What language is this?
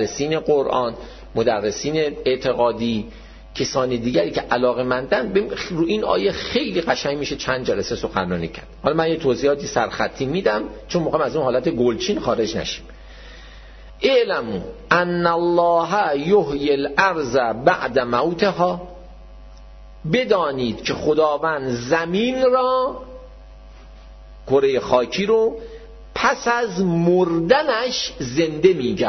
Persian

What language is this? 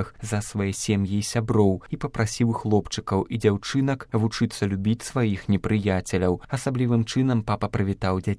Belarusian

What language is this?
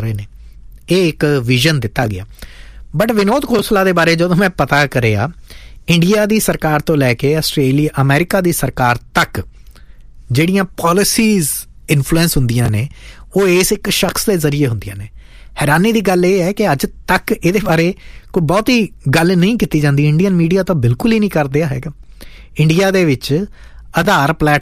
Punjabi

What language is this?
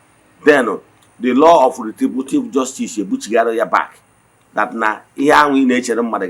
Igbo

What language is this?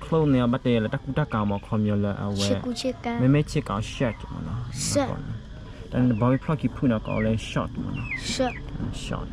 S'gaw Karen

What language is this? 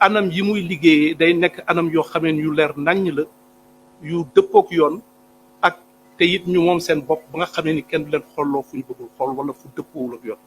Wolof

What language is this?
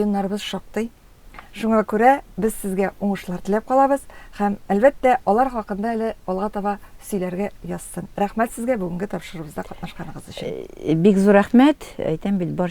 Tatar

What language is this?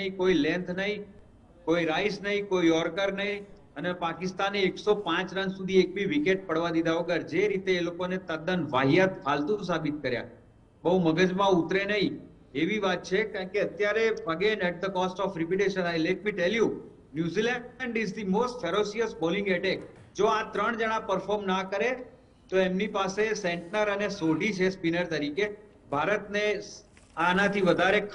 Gujarati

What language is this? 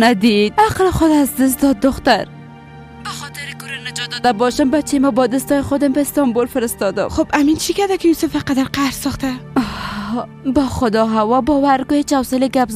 Persian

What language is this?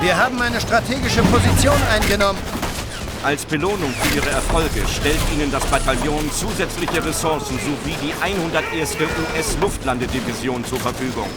Bavarian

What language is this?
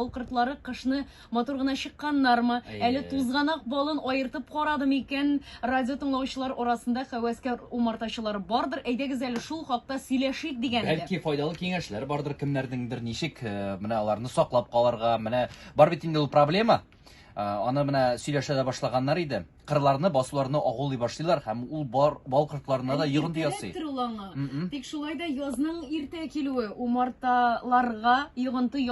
Tatar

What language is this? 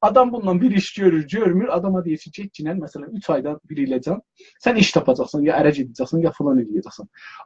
South Azerbaijani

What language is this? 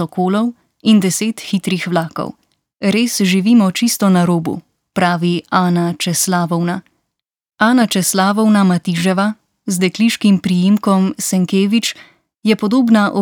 Slovenian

